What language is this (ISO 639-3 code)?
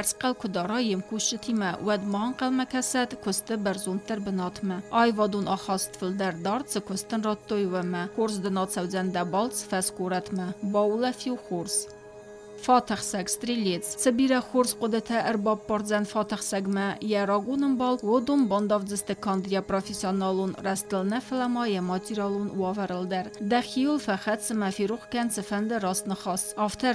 oss